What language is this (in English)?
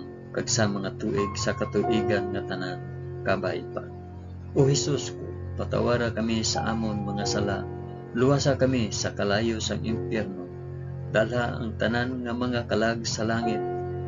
Hiligaynon